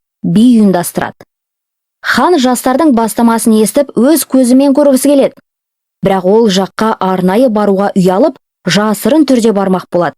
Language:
Kazakh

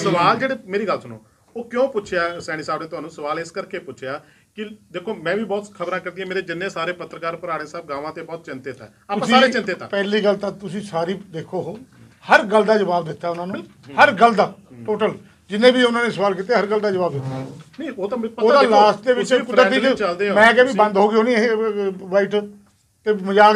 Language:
Punjabi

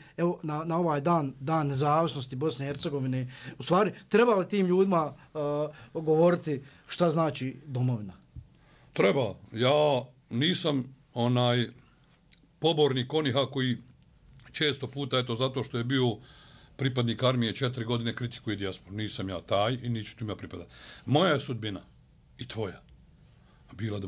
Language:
Bosnian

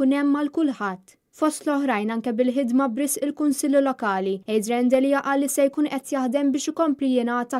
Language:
Maltese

